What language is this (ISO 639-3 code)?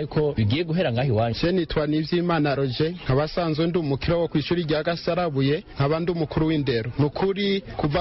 run